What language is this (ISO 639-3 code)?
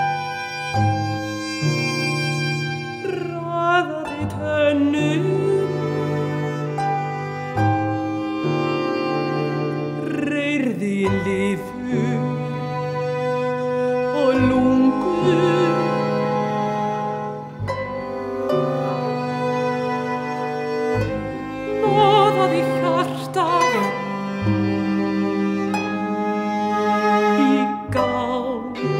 isl